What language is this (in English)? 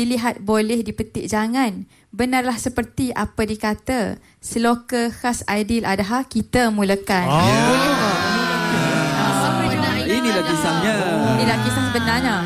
Malay